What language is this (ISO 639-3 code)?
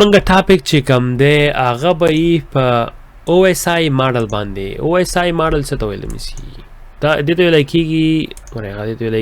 pus